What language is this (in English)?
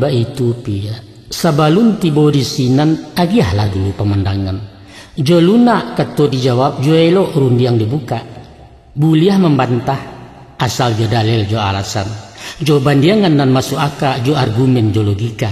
Minangkabau